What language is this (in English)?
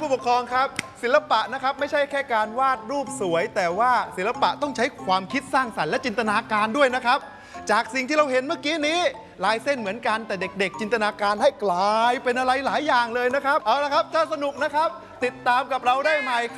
Thai